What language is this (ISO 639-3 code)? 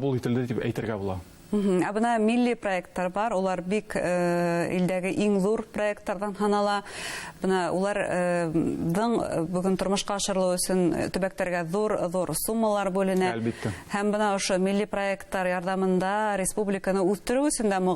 bak